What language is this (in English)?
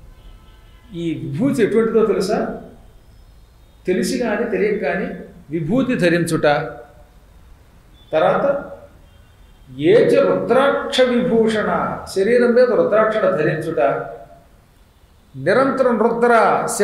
Telugu